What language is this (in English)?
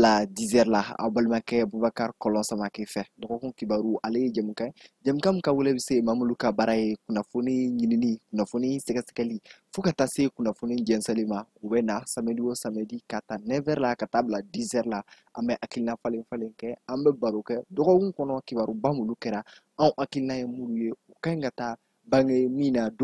Bambara